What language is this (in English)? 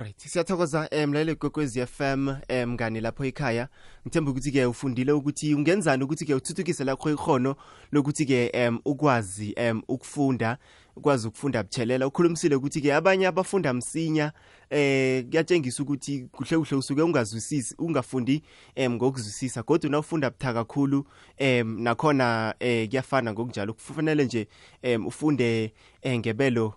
South Ndebele